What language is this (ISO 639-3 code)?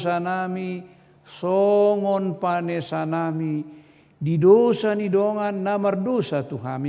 bbc